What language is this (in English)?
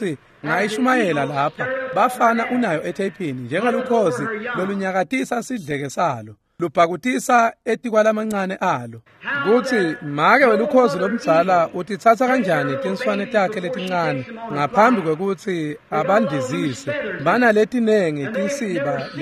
Swati